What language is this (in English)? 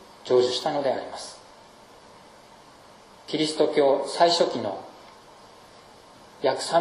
Japanese